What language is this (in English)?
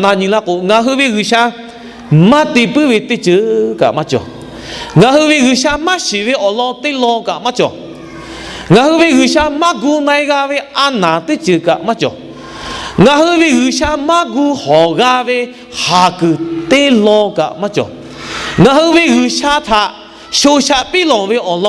Lahu